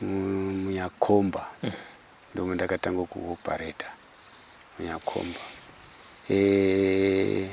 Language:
Shona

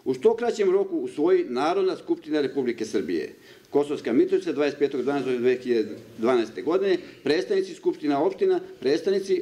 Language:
Serbian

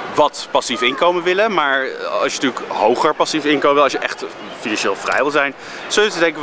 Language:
Dutch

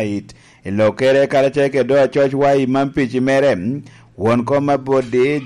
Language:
Lango (Uganda)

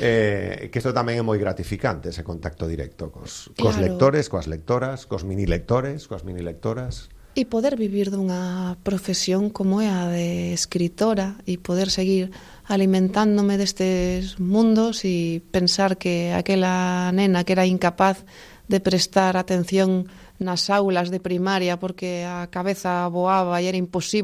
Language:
Galician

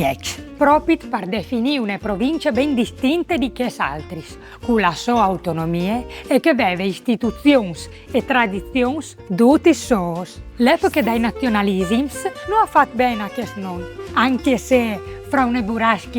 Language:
Friulian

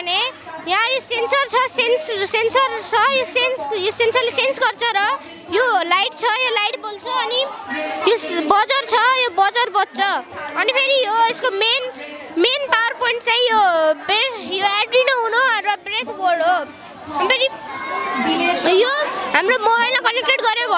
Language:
Nepali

